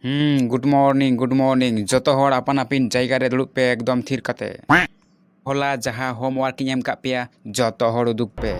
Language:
Santali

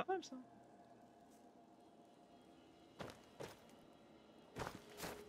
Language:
French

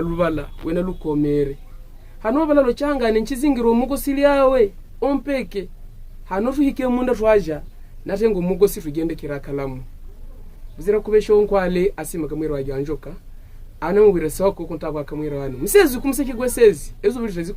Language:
Havu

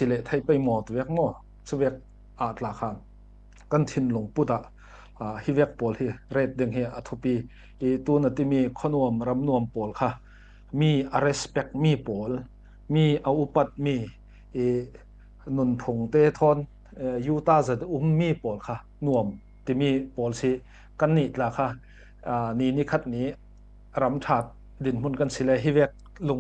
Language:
Falam Chin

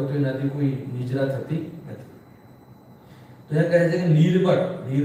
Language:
Gujarati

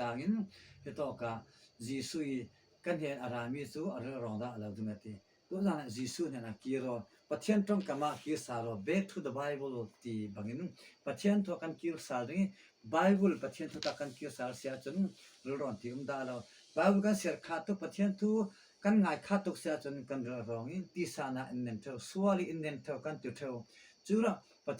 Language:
Falam Chin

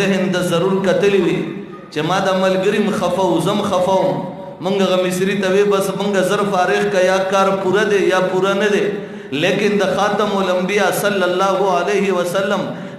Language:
Pashto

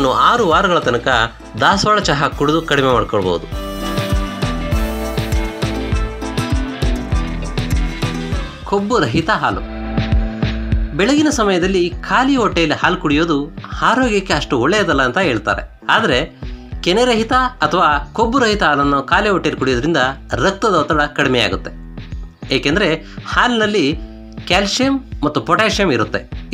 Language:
Kannada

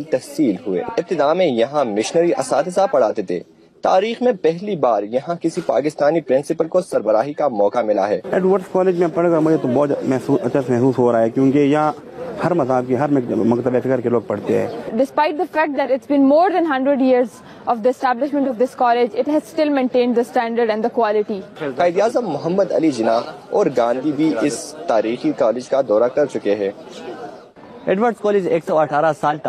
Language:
Urdu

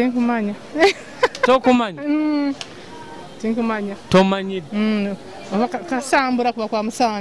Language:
Nyoro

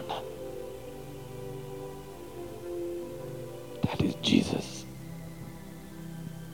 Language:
Tamil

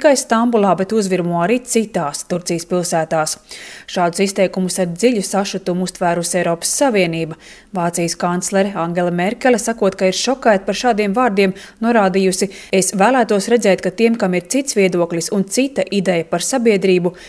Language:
Latvian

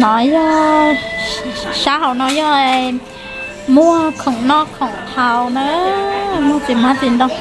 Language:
Hmong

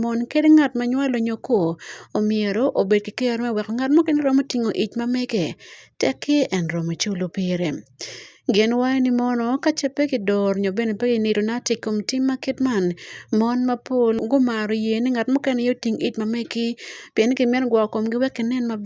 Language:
Acoli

